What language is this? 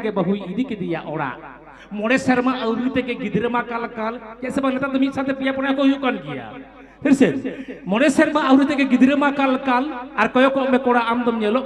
Santali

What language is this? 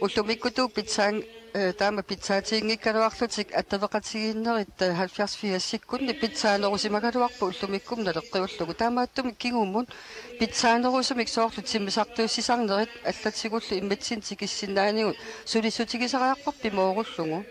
Kalaallisut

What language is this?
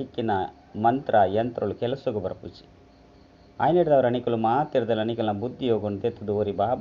Tulu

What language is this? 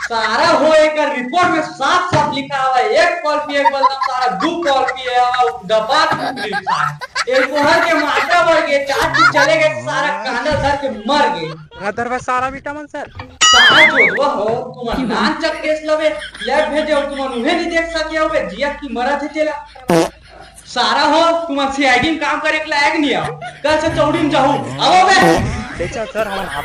Chhattisgarhi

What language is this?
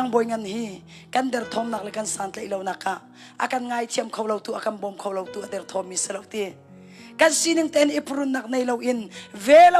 Hakha Chin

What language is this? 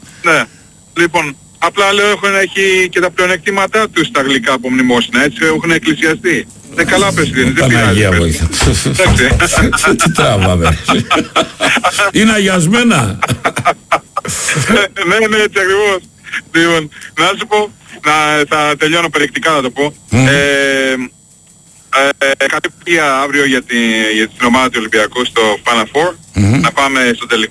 Greek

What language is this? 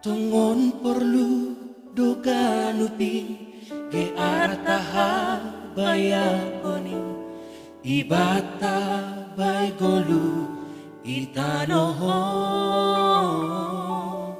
Batak Simalungun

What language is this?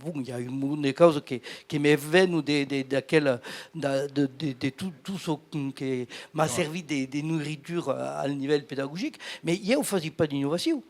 Occitan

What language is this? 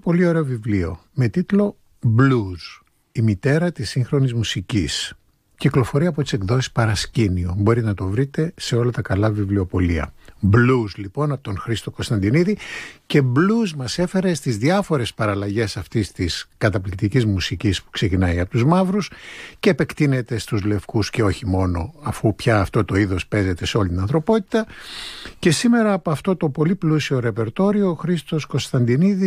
Greek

